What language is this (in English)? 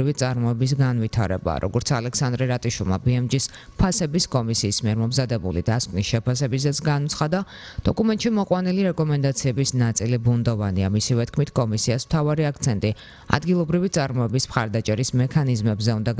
Georgian